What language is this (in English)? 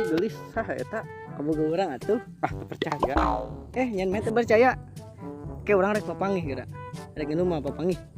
Sundanese